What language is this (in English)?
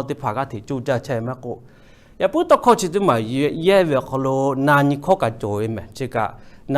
Lahu